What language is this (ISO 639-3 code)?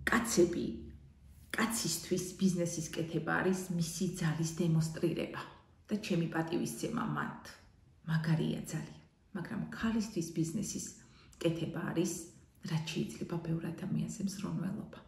kat